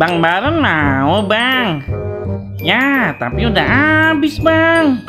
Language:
Betawi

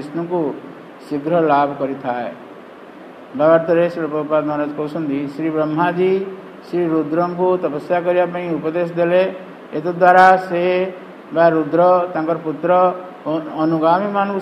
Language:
Odia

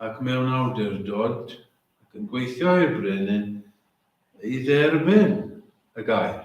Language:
Welsh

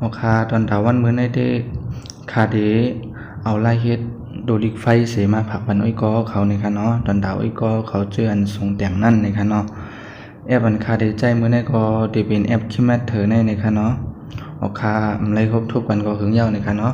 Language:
Shan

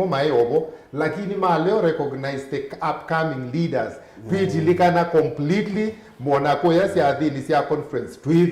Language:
Kamba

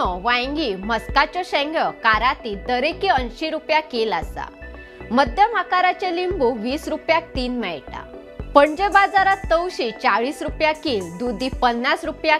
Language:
Konkani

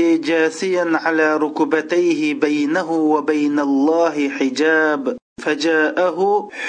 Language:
Uyghur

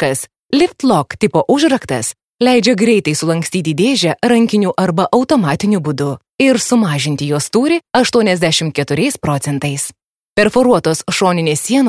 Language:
Lithuanian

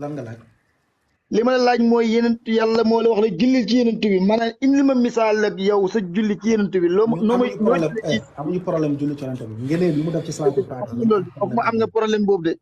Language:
Wolof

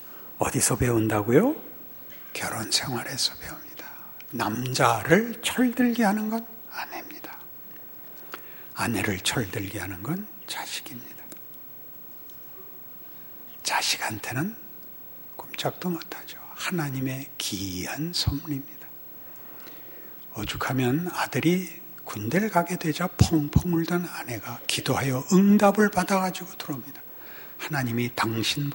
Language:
Korean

